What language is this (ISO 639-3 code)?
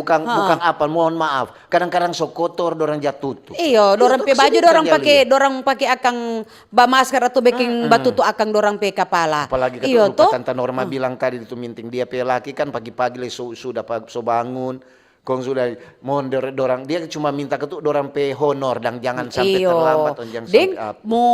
xmm